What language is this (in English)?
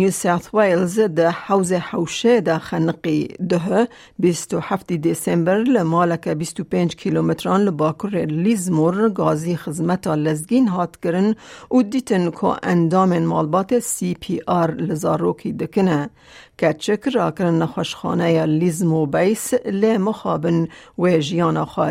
Kurdish